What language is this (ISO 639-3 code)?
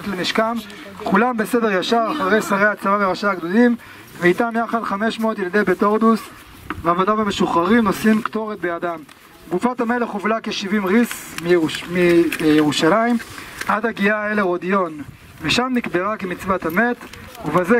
heb